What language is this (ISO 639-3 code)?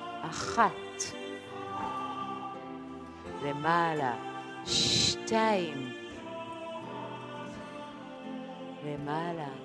heb